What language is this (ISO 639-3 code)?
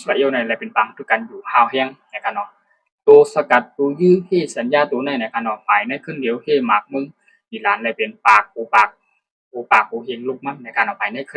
shn